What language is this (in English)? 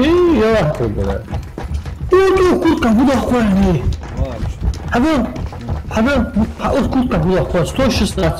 Ingush